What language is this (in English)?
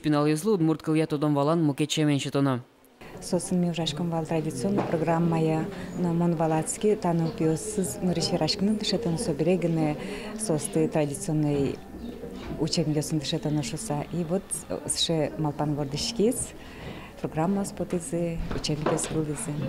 Udmurt